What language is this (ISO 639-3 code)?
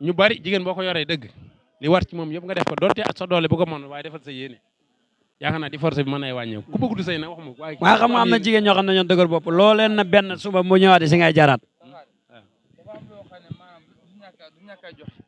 wol